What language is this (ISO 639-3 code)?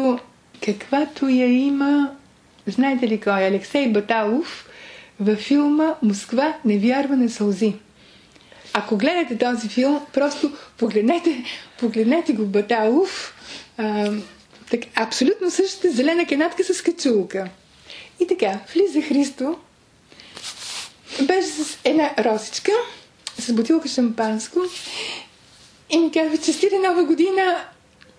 bul